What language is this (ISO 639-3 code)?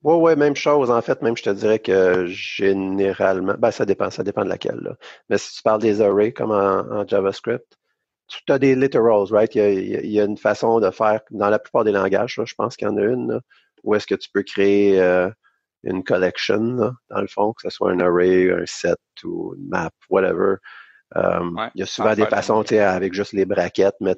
fra